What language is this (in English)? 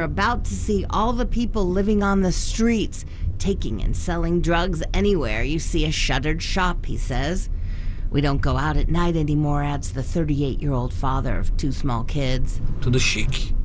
English